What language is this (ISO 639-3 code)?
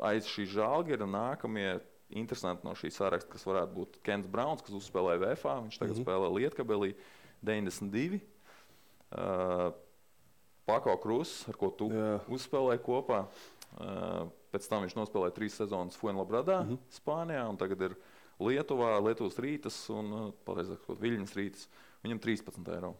lav